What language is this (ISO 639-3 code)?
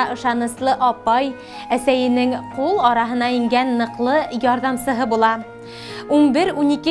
bak